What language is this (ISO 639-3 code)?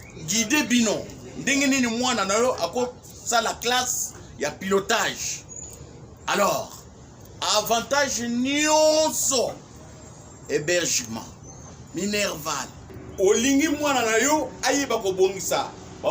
lin